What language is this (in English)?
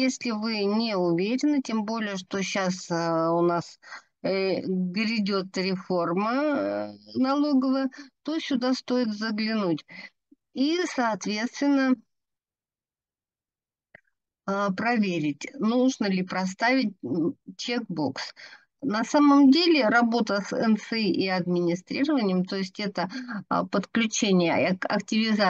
Russian